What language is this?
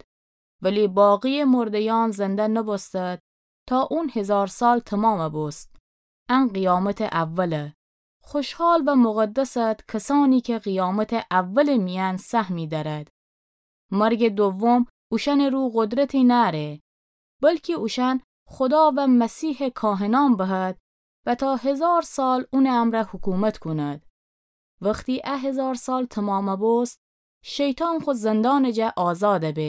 Gilaki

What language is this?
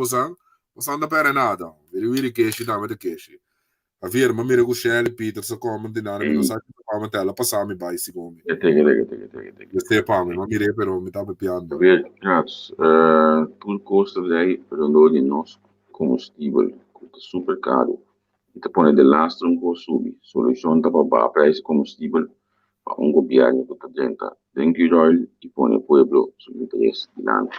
Papiamento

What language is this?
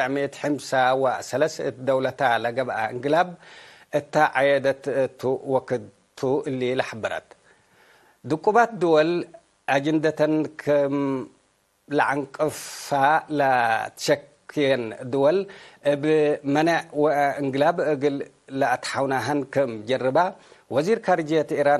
Tigre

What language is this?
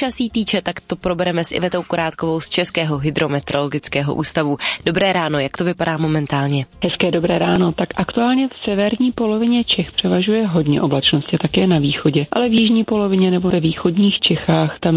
Czech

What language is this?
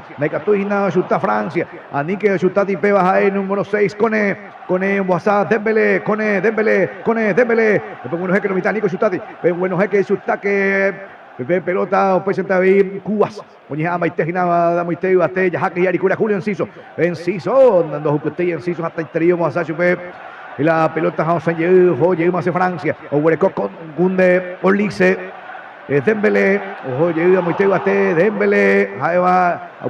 Guarani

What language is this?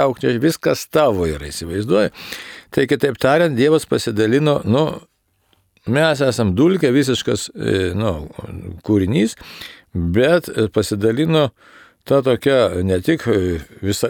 Lithuanian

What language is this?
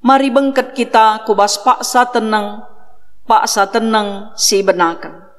Batak Karo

